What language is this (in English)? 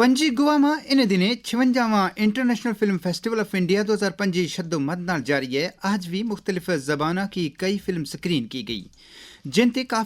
Gujari